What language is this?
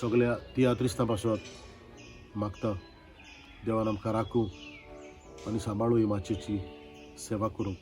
Konkani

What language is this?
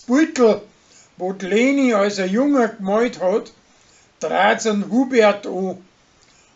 Bavarian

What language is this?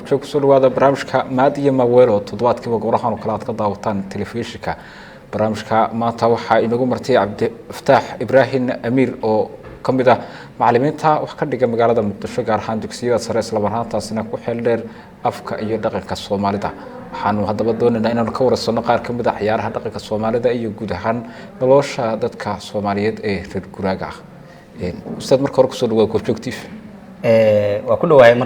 Somali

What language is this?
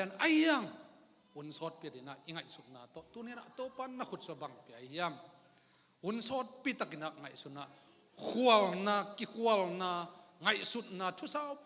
Tedim Chin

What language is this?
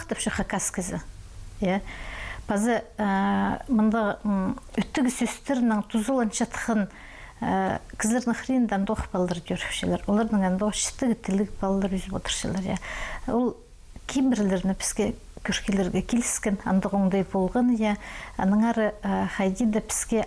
Khakas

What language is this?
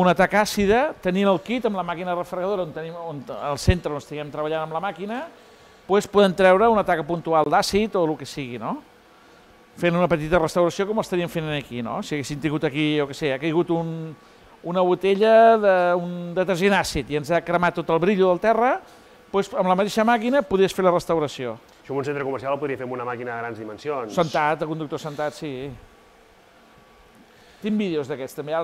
Catalan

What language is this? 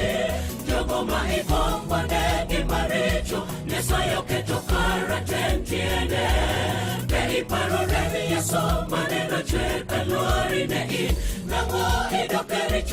Luo (Kenya and Tanzania)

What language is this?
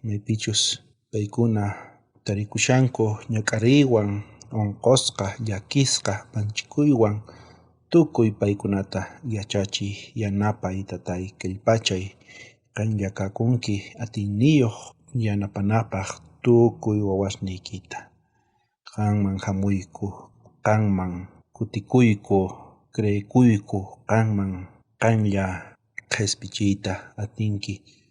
South Bolivian Quechua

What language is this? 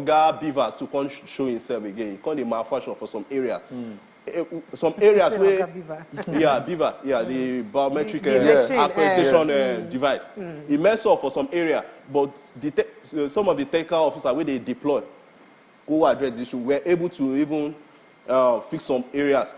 Nigerian Pidgin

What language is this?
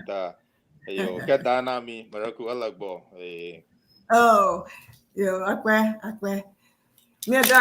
Ewe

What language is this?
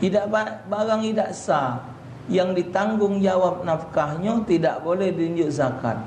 Musi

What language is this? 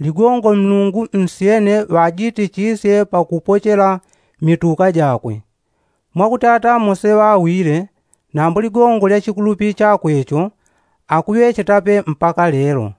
Yao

